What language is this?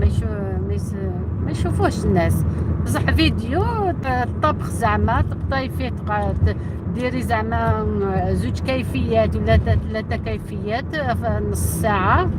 Algerian Arabic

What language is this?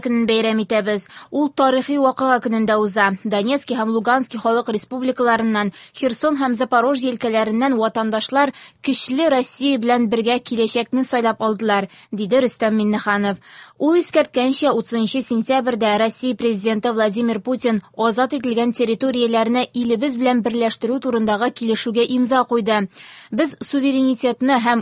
Tatar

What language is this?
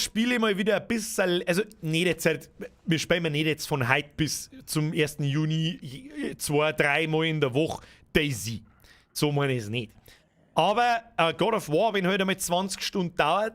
Bavarian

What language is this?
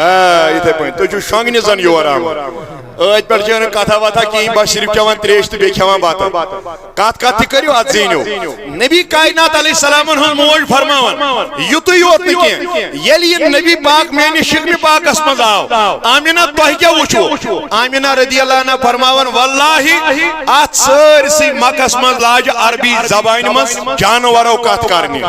Kashmiri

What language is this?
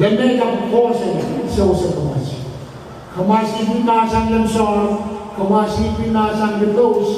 Pohnpeian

